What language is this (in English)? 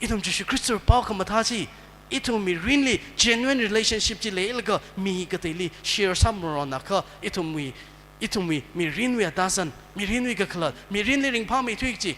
Tangkhul Naga (India)